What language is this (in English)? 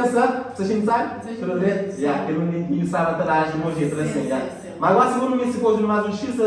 Kabuverdianu